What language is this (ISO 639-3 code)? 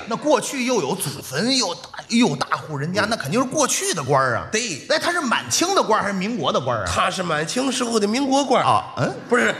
zho